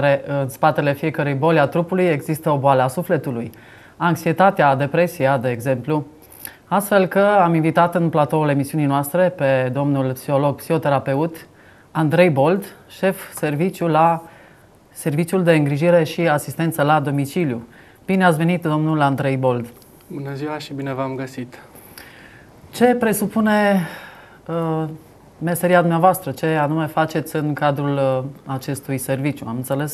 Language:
Romanian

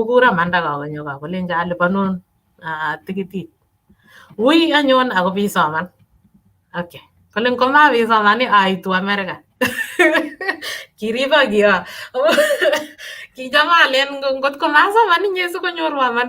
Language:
Kalenjin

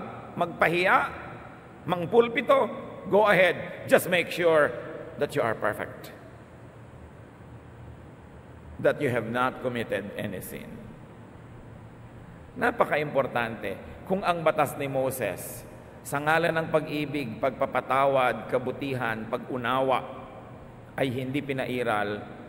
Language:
Filipino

